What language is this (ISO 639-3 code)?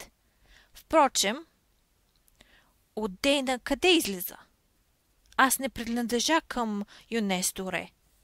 bul